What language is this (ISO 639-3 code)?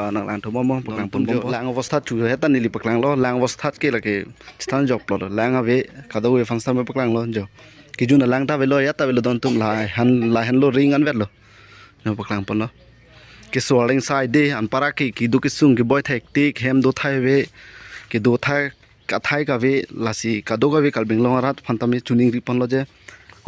mjw